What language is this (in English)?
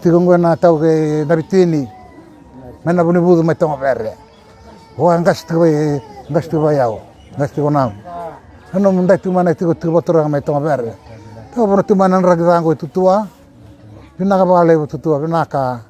Fijian